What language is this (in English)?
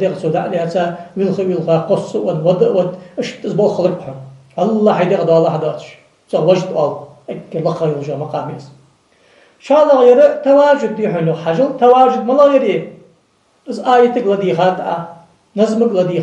Ingush